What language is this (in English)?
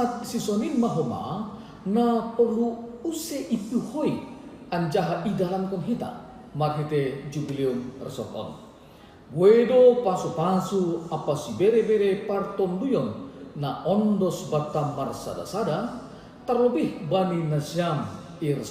Batak Simalungun